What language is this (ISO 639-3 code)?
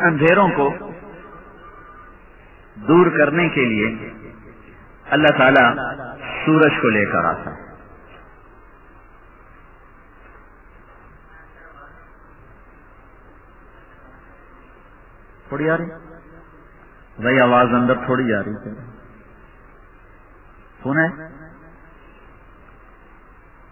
urd